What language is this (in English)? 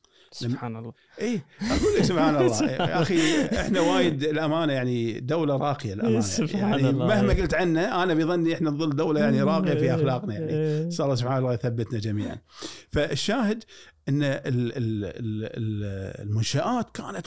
Gulf Arabic